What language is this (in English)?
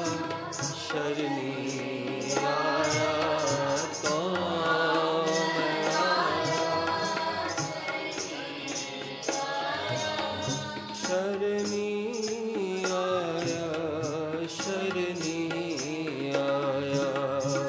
Hindi